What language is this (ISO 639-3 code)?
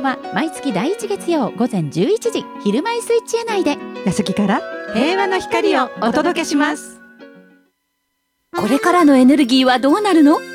jpn